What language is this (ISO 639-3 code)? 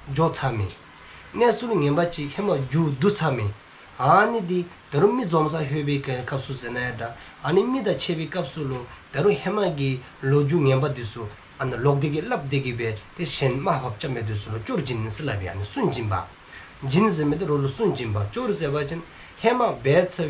dzo